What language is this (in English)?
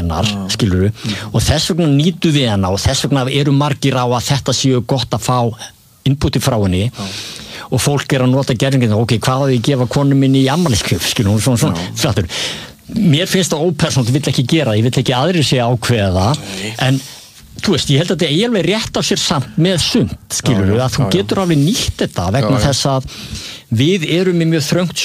Icelandic